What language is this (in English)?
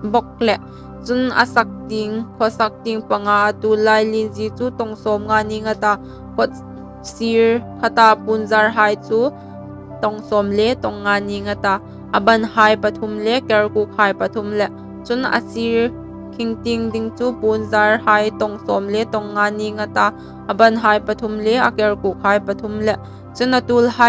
Hmar